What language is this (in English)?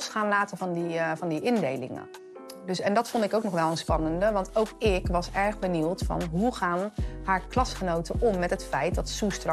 Dutch